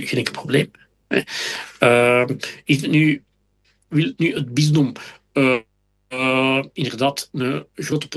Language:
Dutch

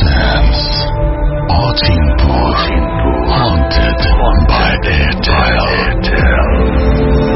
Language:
Bangla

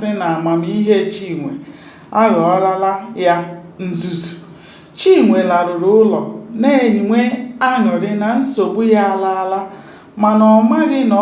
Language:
Igbo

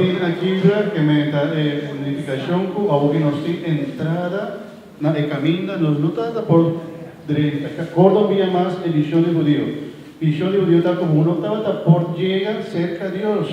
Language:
Papiamento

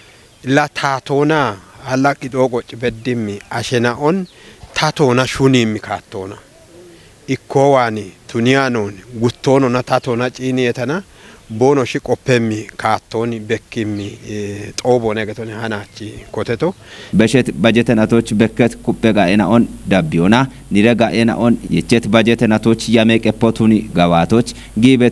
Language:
Kafa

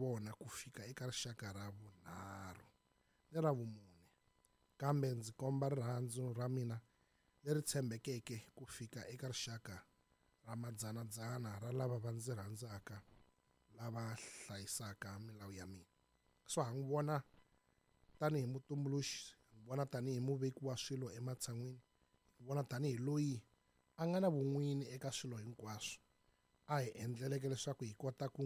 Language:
Tsonga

